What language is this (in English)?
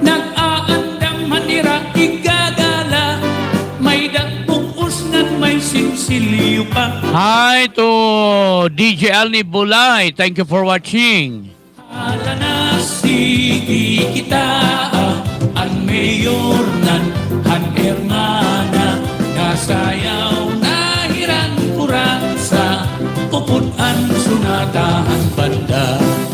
Waray